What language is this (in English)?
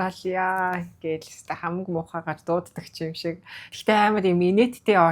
Mongolian